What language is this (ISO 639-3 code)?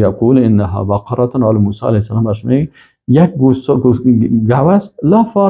fas